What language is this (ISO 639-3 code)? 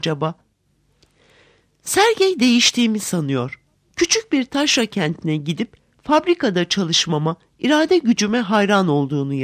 tur